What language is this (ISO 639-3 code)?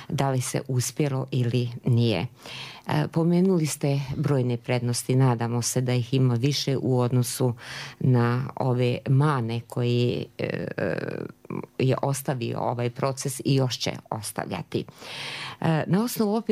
srp